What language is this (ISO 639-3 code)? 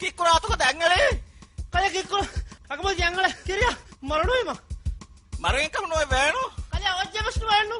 div